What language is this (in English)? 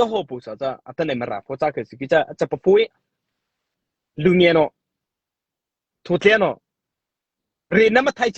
Mara Chin